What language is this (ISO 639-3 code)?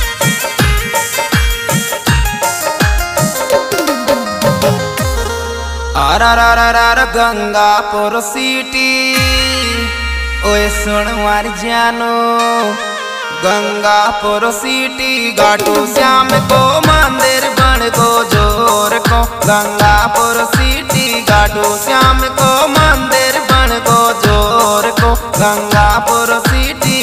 raj